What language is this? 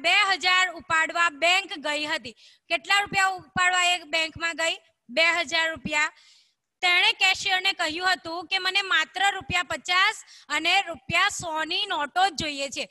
Gujarati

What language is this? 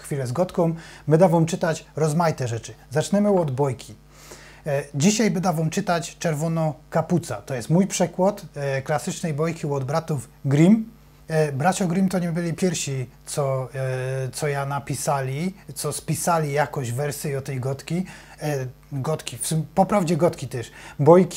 Silesian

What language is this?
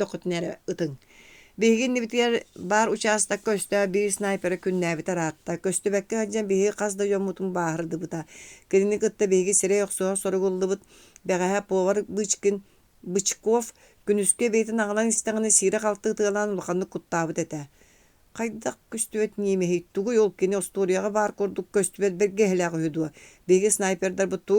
Yakut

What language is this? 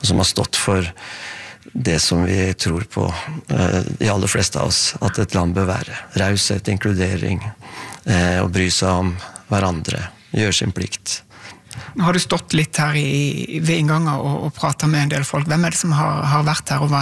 Norwegian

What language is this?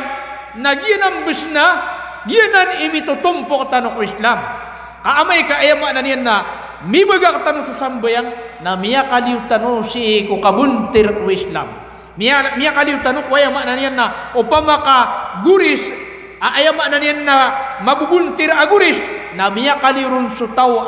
Maranao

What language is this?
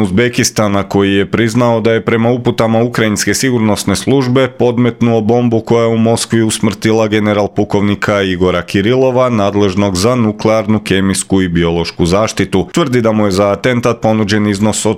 Croatian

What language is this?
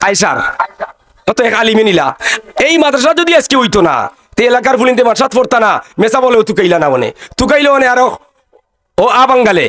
Sylheti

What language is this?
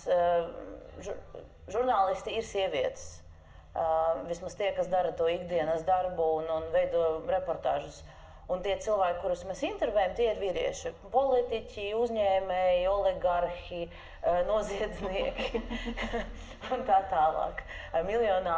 Latvian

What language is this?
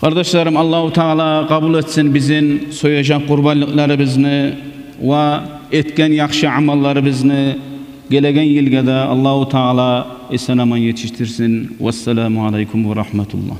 Kumyk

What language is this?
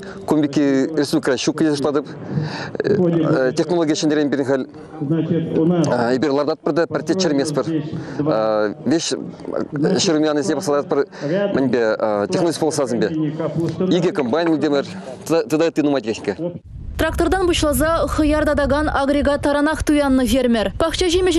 Chuvash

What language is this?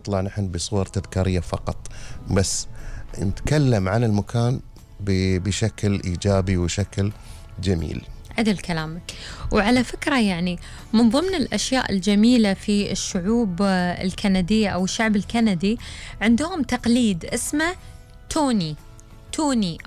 Gulf Arabic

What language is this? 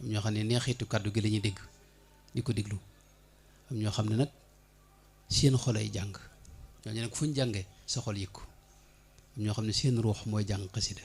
Wolof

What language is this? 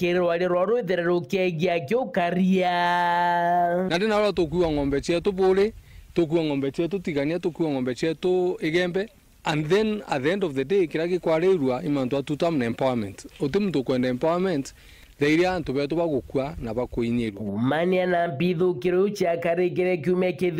Meru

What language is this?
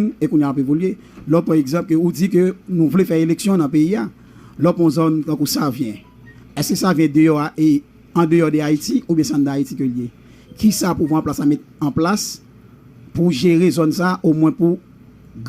Haitian Creole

